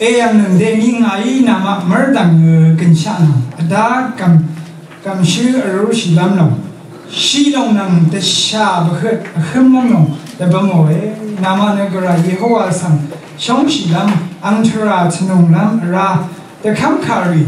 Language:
Rawang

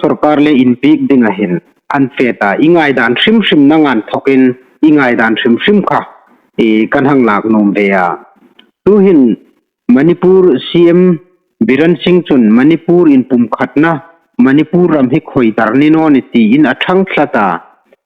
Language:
Hmar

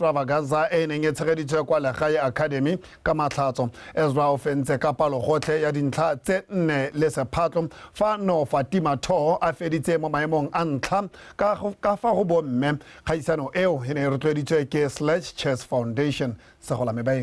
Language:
Tswana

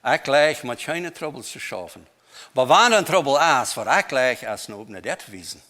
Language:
Plautdietsch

